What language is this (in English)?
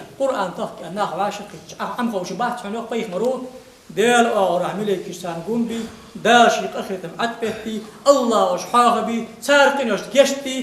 Ingush